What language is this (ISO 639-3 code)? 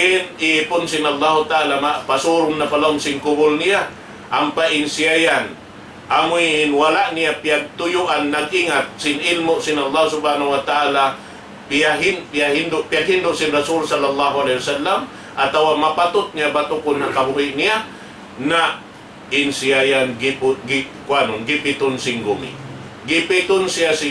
tsg